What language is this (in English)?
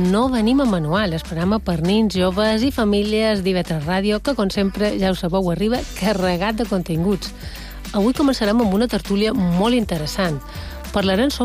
Catalan